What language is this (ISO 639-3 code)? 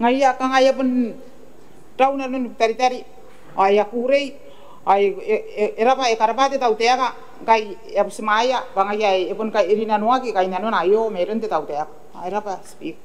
gil